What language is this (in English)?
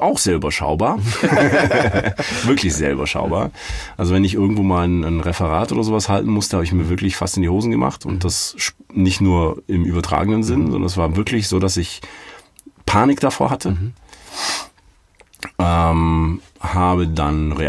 German